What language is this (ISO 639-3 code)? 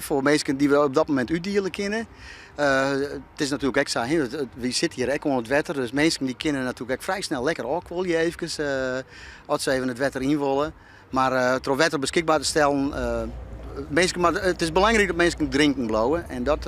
fry